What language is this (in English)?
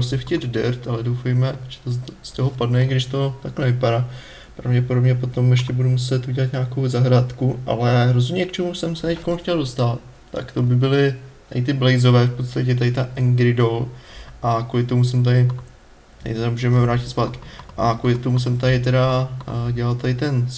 Czech